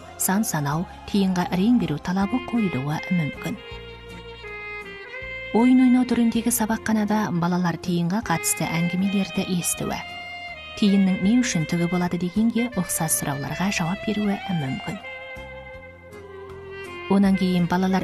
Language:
Kazakh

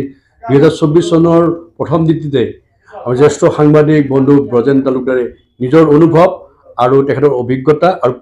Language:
Assamese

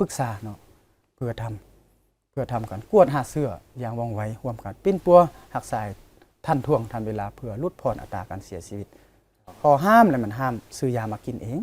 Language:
Lao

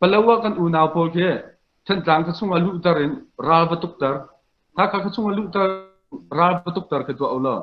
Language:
Hakha Chin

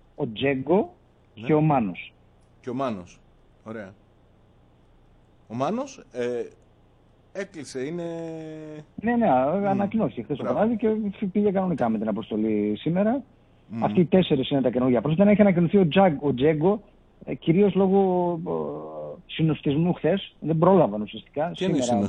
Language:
Greek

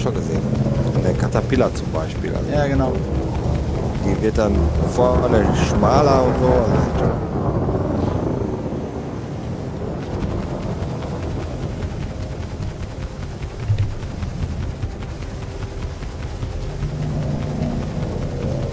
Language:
German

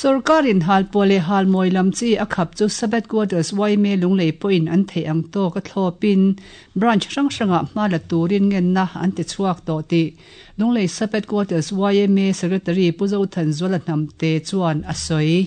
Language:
Mizo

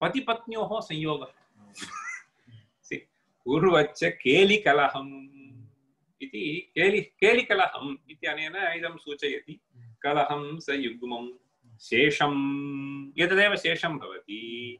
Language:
Sanskrit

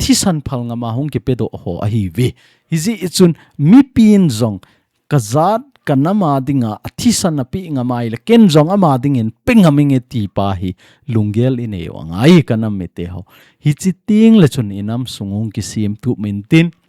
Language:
Thado Chin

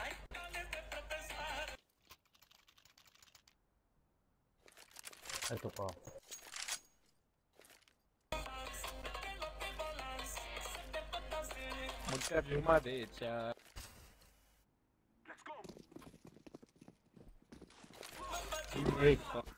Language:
Romanian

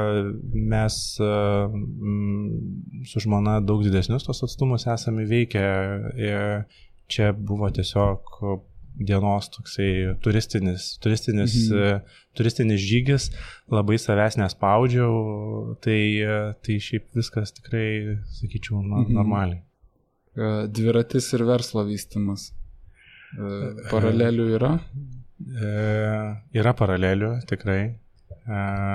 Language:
Lithuanian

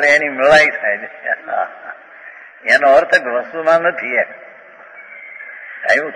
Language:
Gujarati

